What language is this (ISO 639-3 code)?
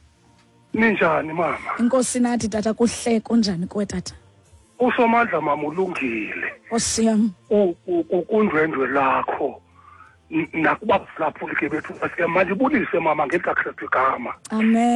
xho